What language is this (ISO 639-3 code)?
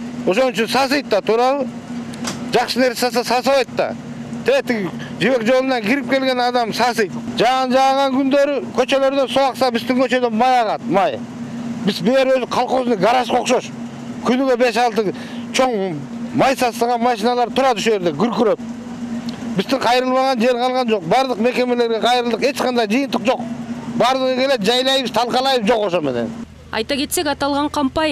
kir